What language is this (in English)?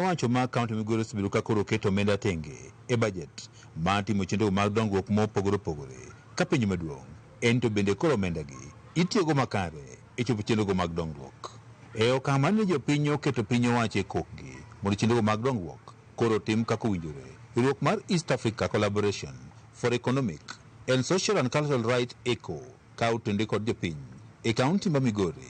Luo (Kenya and Tanzania)